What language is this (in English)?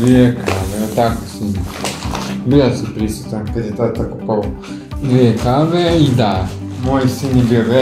Croatian